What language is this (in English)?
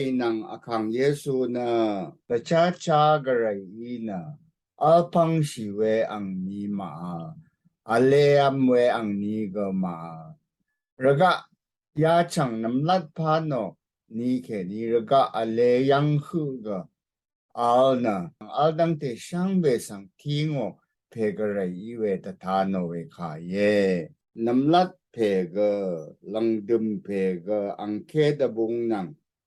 Rawang